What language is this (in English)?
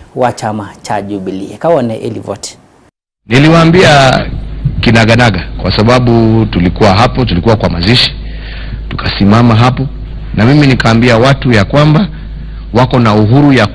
Kamba